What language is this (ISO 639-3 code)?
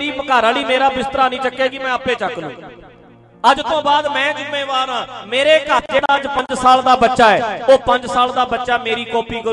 pan